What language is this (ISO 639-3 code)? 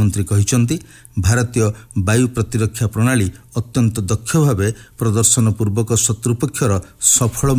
ori